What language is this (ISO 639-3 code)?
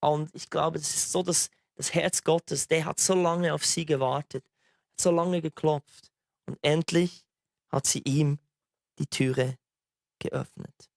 gsw